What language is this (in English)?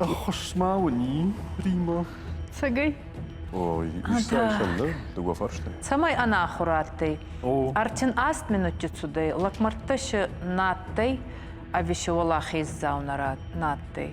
Ossetic